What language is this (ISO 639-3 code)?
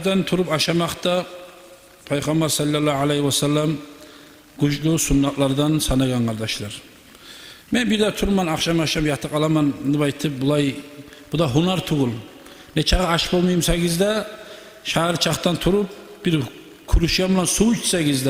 kum